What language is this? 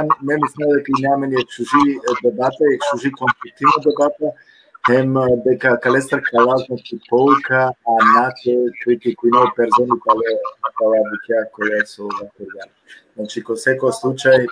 Balkan Romani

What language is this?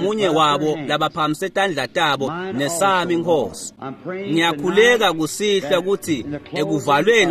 Swati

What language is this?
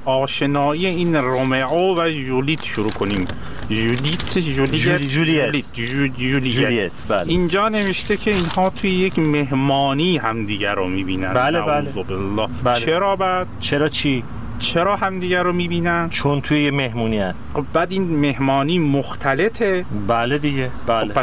Persian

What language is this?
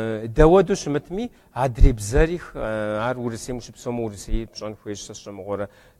Kabardian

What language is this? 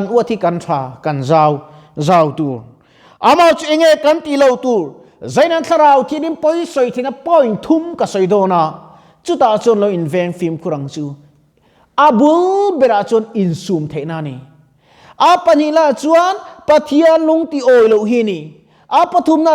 Mizo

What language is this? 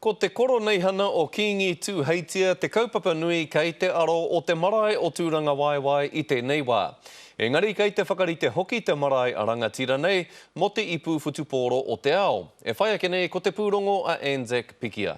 Māori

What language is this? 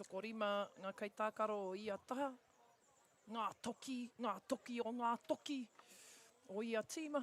Māori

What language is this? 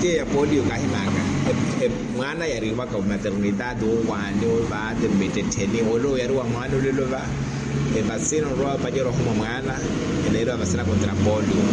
Makhuwa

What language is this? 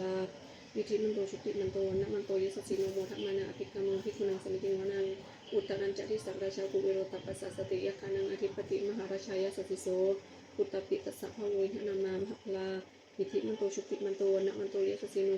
Pali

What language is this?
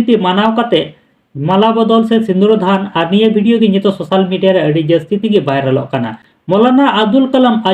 Santali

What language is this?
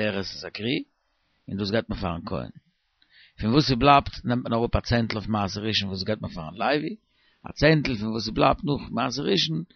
Yiddish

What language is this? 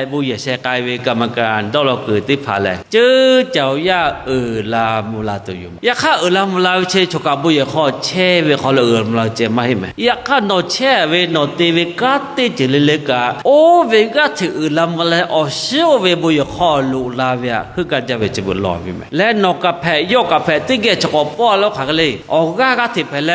Lahu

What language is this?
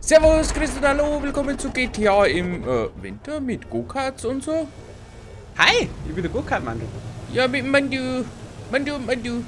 Bavarian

